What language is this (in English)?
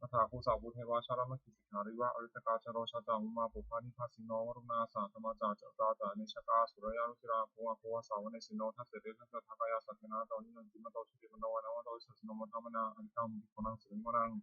Pali